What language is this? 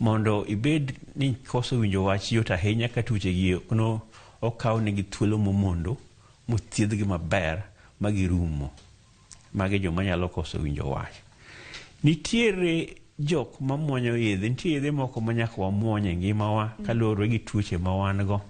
Luo (Kenya and Tanzania)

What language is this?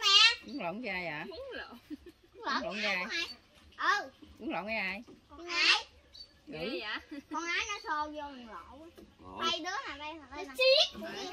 Vietnamese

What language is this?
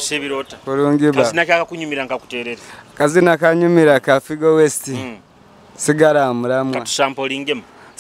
Nyoro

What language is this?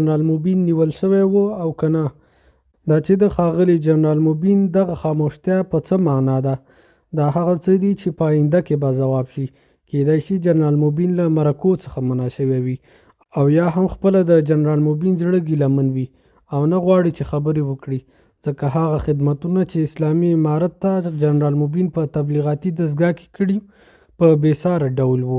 Pashto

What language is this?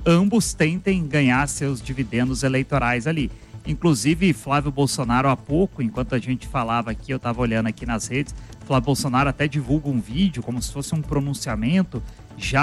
Portuguese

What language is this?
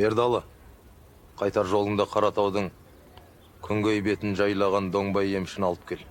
Kazakh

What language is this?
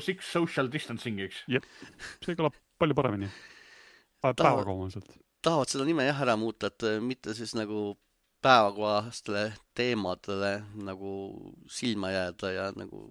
Estonian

